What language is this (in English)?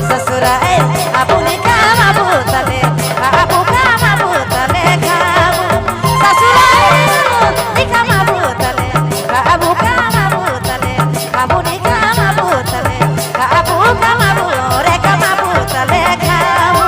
Sadri